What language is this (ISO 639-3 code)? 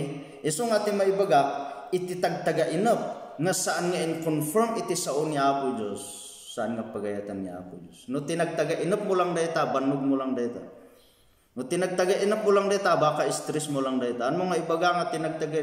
ilo